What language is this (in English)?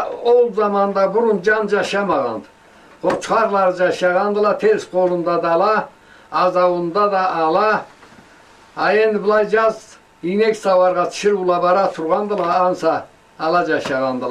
Karachay-Balkar